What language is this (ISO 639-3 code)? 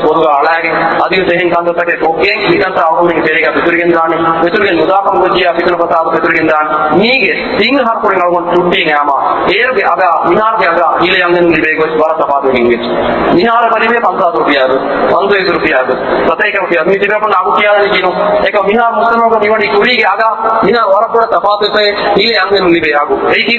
div